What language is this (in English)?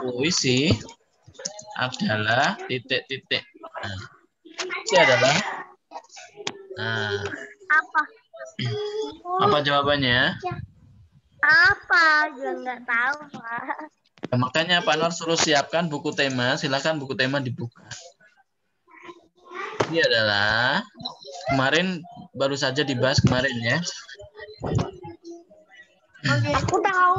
Indonesian